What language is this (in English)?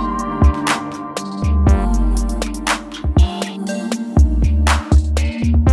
Turkish